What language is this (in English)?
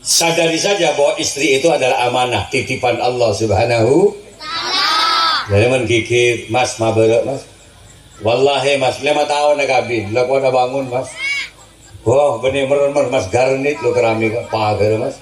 Madurese